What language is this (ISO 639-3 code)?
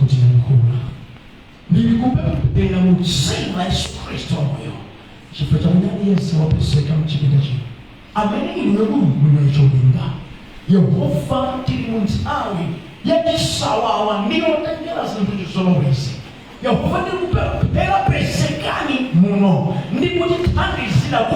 nya